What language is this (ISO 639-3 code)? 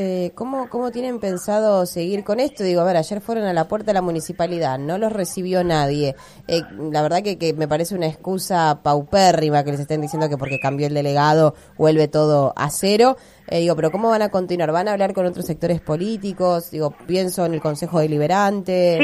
spa